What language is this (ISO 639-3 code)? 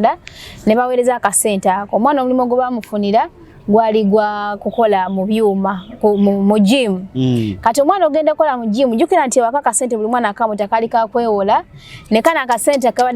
lug